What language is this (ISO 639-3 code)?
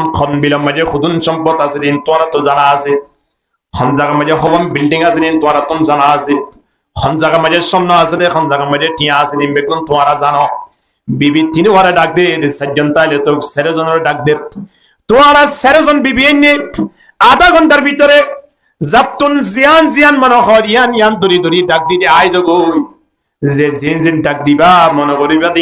rhg